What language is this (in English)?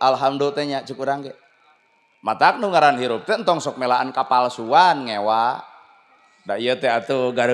Sundanese